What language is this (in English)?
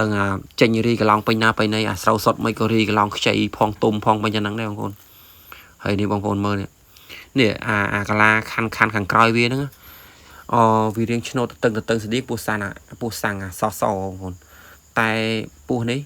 Khmer